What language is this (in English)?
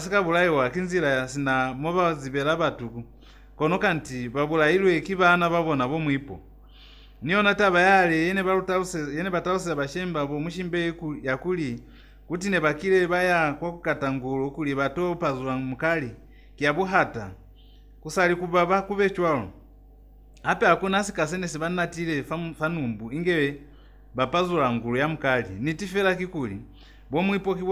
Lozi